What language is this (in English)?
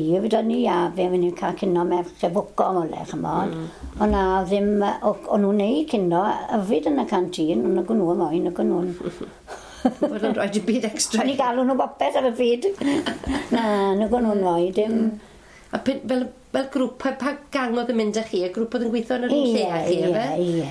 Welsh